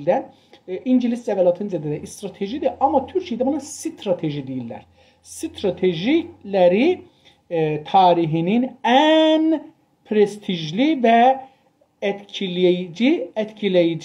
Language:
South Azerbaijani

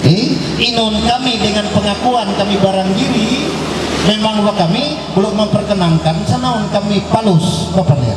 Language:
Ma'anyan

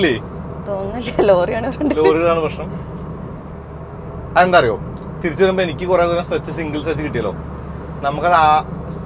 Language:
Malayalam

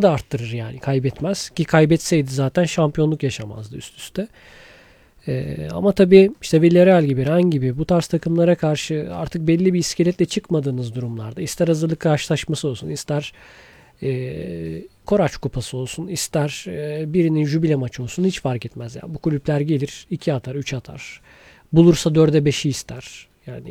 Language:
Turkish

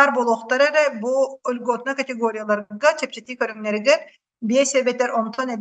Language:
Yakut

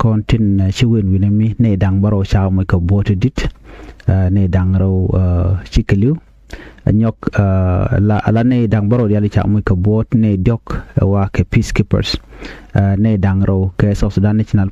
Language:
Nuer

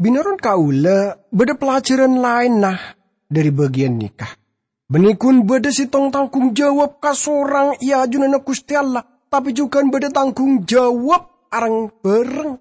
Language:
Madurese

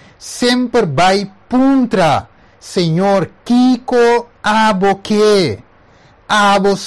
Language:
Papiamento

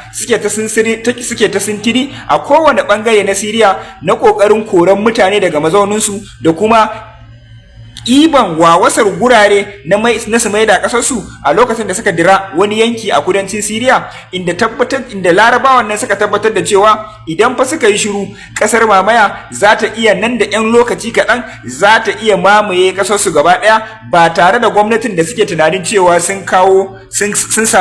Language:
Hausa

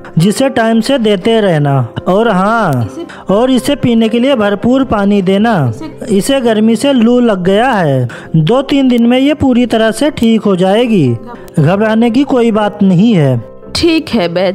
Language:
Hindi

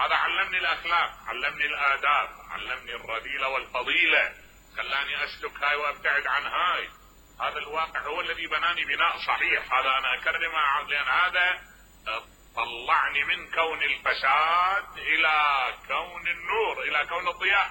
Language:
Mesopotamian Arabic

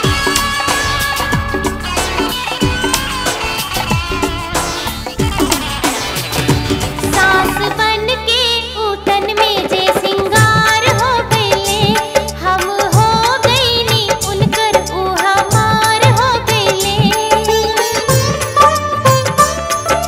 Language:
Bhojpuri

